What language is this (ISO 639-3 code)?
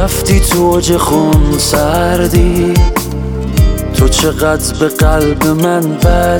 fas